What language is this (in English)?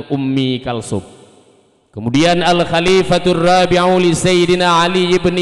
Achinese